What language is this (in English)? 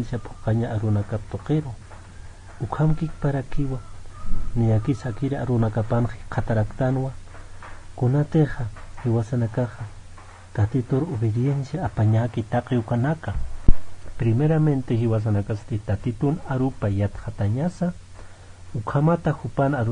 Aymara